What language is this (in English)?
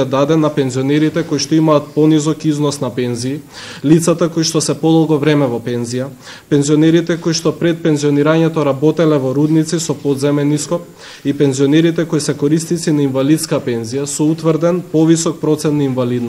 Macedonian